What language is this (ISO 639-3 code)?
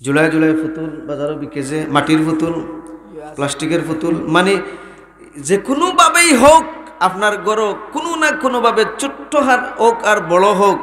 syl